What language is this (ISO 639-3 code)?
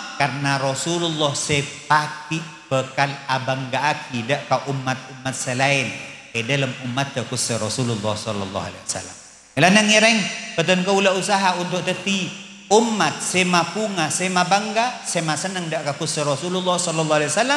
mad